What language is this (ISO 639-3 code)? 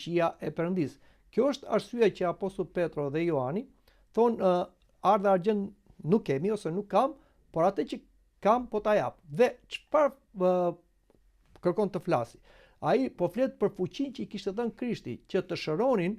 sqi